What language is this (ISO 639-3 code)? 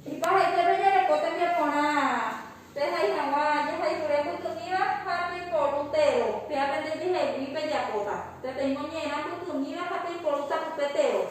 grn